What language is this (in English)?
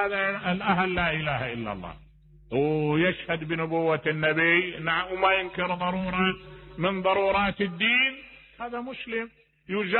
Mesopotamian Arabic